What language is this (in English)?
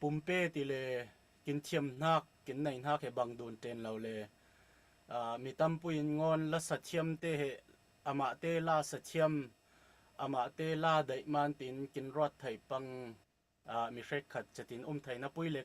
Falam Chin